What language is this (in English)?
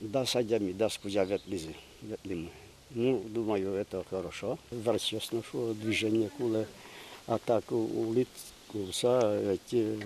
Udmurt